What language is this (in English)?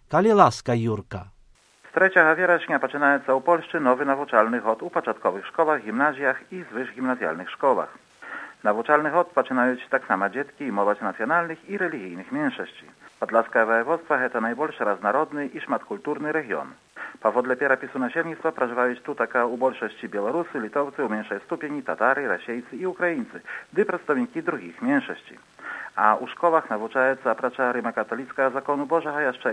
Belarusian